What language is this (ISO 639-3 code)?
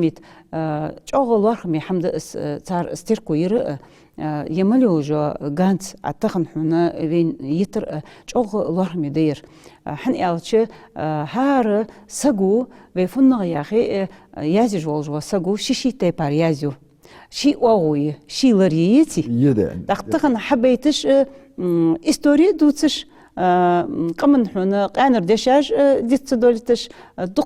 inh